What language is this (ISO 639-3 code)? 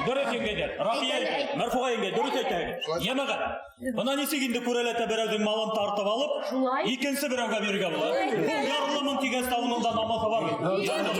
bak